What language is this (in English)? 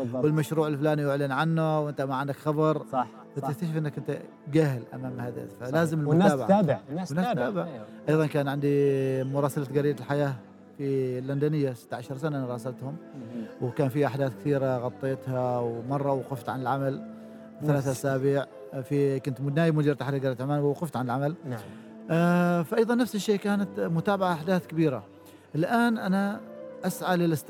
Gulf Arabic